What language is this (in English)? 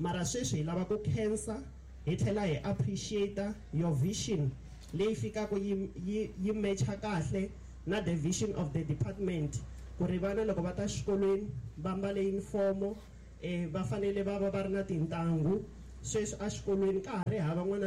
Tsonga